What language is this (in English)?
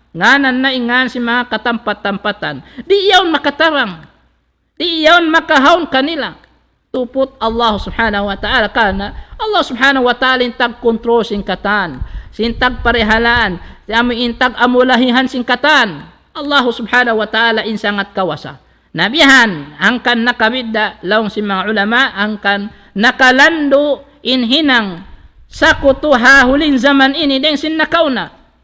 Tausug